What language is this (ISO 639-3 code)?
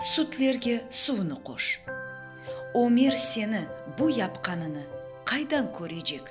crh